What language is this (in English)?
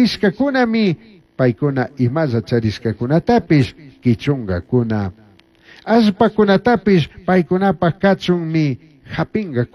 Chimborazo Highland Quichua